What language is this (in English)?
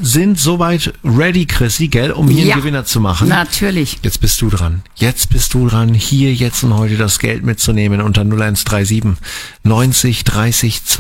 German